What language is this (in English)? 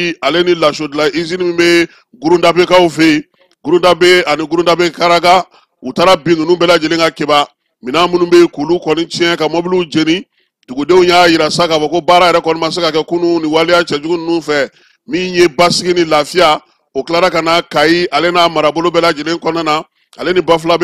Bambara